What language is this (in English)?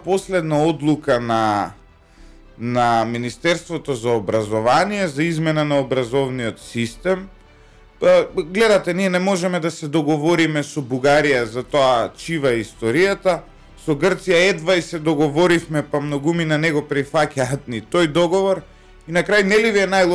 Macedonian